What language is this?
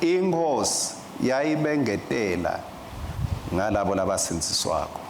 Swati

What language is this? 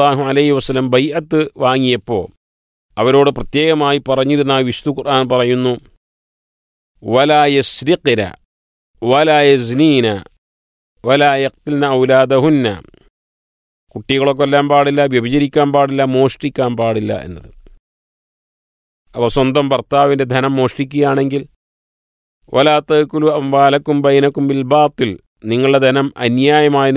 Malayalam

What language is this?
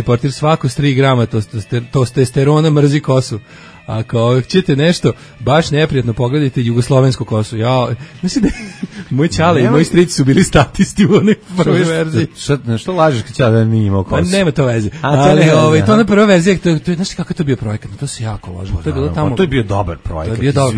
Serbian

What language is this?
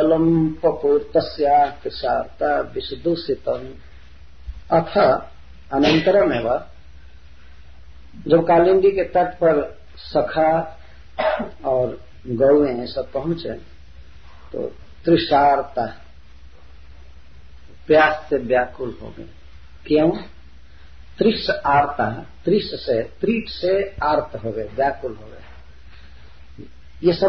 Hindi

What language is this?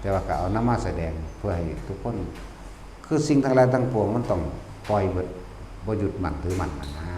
Lao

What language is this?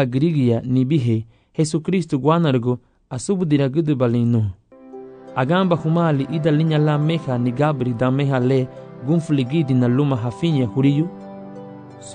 Garifuna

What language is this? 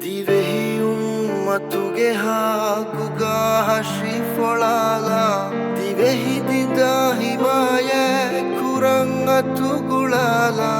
Divehi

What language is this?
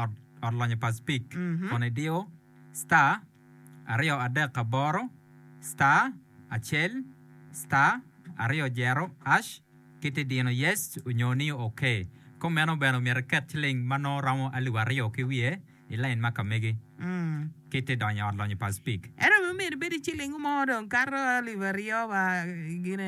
Acoli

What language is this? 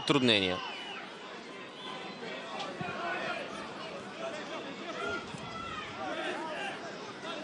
Bulgarian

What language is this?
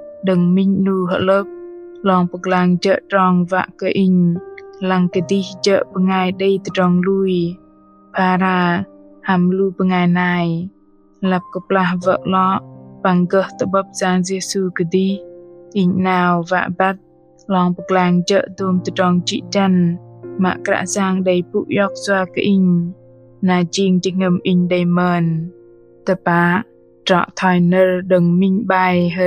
Bahnar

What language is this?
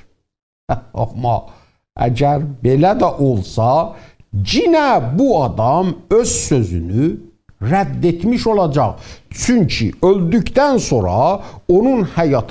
South Azerbaijani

